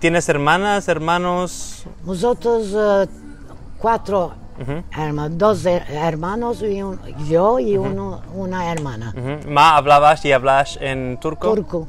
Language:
Ladino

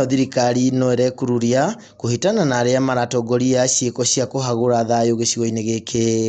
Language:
Kikuyu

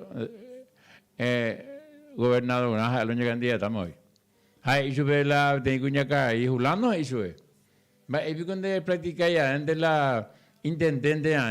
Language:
Guarani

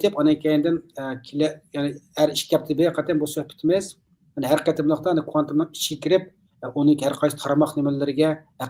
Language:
Uyghur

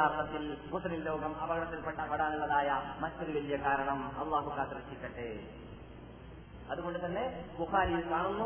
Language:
Malayalam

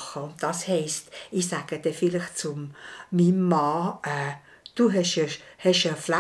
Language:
Swiss German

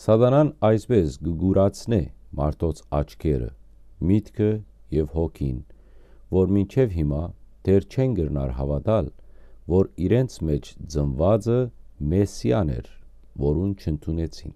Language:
Western Armenian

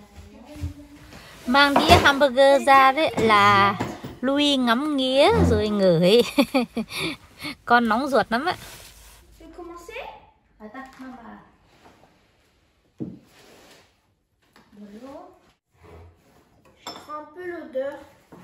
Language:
Vietnamese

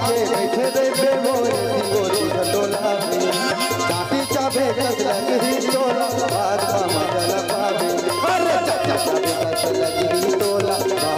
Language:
Chhattisgarhi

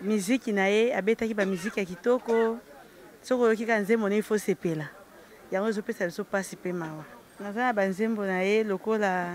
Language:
Lingala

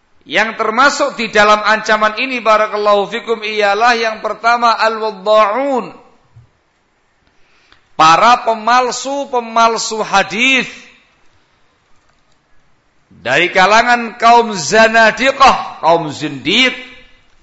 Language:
Indonesian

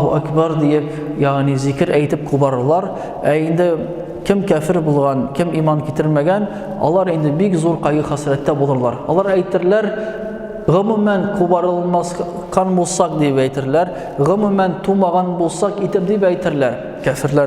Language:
Tatar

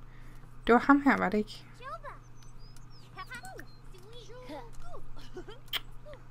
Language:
Danish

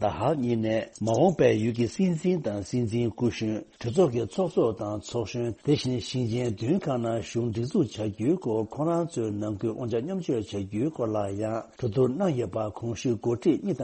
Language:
Tibetan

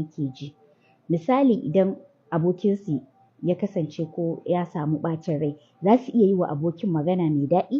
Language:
Hausa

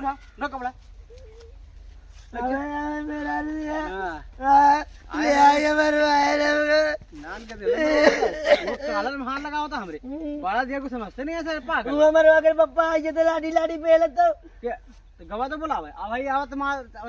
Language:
Awadhi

